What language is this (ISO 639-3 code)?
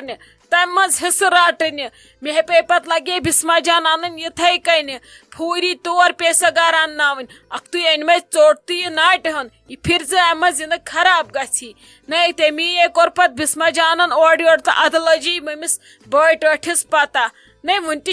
kas